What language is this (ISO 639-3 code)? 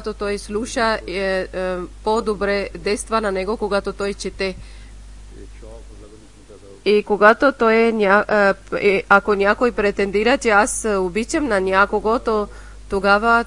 bul